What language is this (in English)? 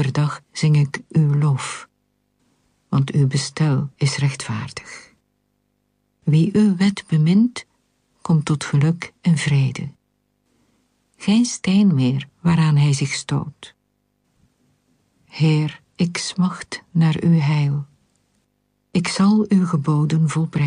Dutch